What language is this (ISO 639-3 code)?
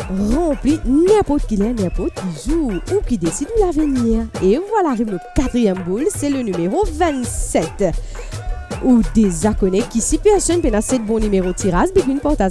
mfe